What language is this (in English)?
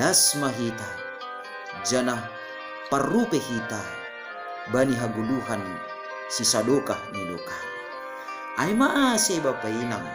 Batak Simalungun